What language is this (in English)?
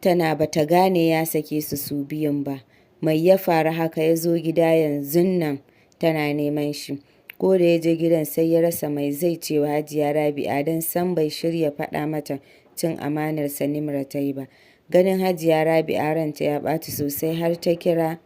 Hausa